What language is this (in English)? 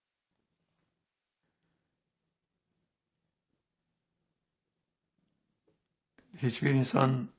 Turkish